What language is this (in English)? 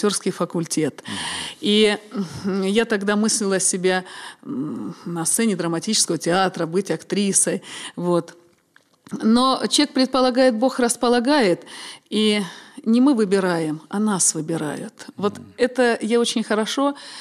Russian